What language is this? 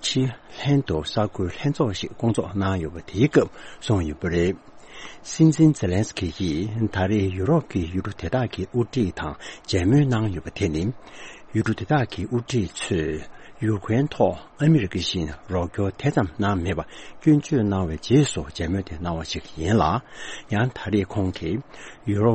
Tibetan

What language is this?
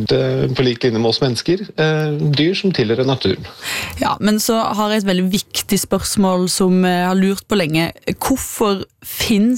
Norwegian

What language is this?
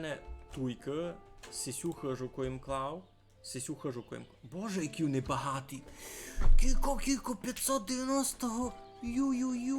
Rusyn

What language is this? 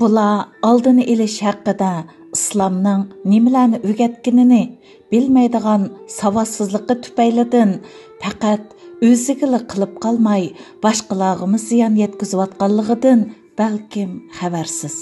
Uyghur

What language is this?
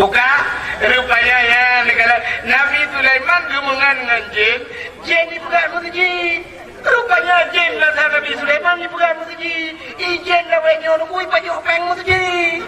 Achinese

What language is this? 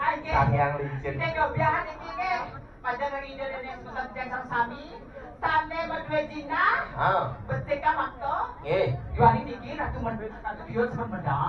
Balinese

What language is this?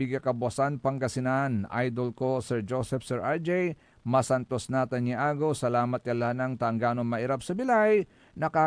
Pangasinan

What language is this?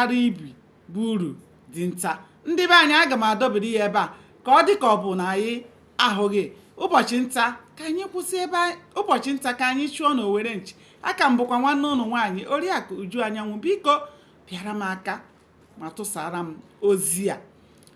Igbo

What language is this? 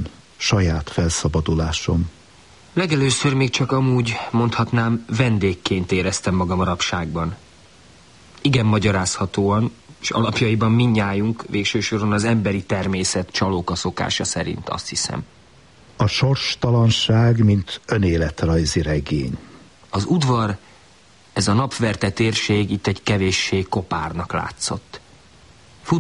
Hungarian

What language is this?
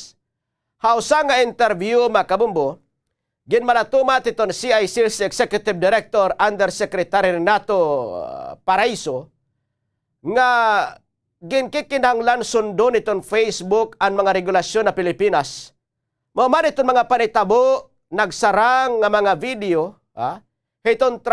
Waray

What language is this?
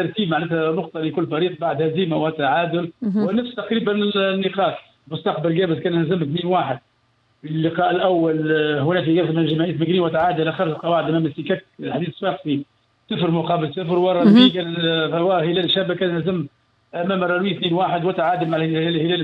Tunisian Arabic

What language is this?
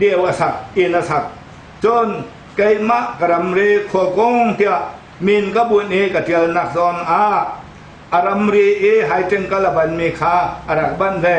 Hakha Chin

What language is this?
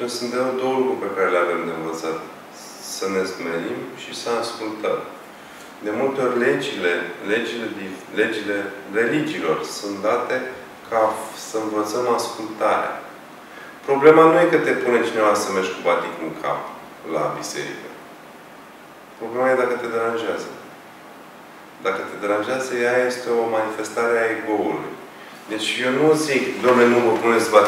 Romanian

